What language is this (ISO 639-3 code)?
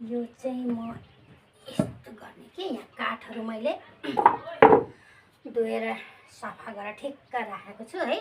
nep